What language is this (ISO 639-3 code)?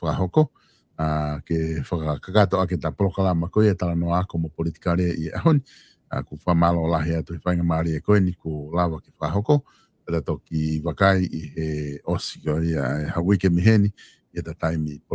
ton